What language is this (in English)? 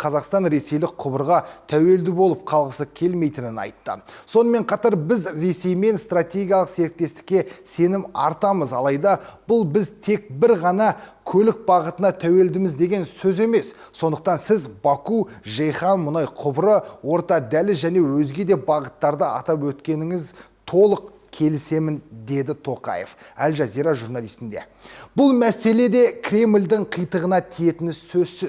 Kazakh